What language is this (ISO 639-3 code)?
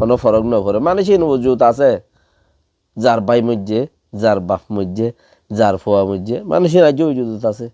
rhg